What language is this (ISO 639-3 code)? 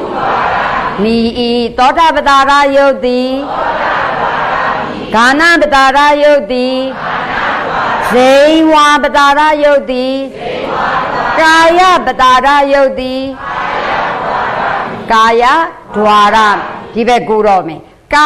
mya